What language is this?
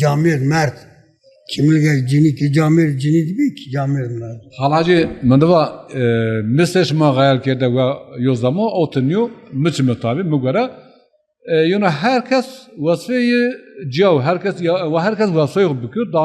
Zaza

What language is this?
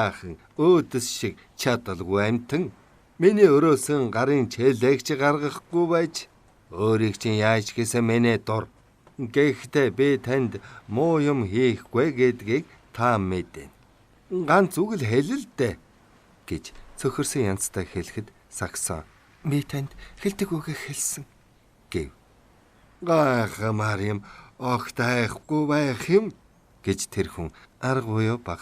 Mongolian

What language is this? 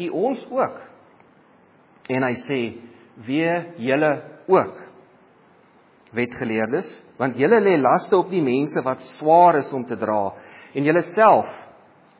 Afrikaans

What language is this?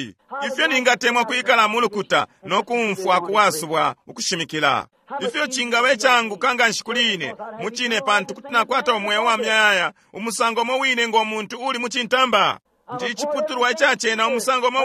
Bemba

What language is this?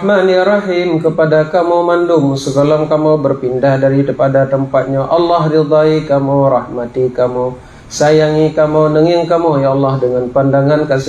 Achinese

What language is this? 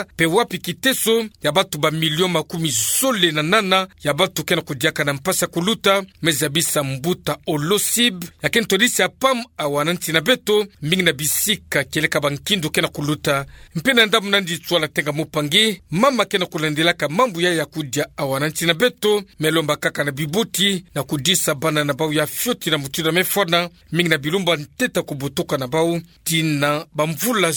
Kituba (Democratic Republic of Congo)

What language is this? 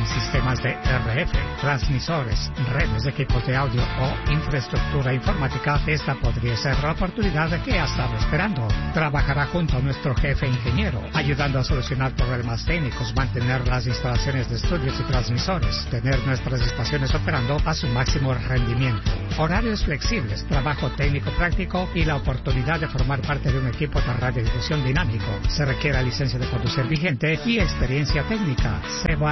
Spanish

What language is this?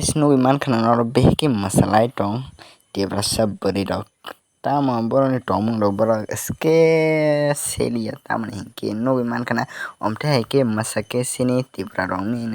Kok Borok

